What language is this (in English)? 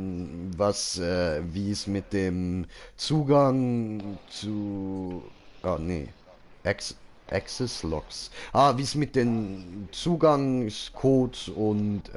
Swiss German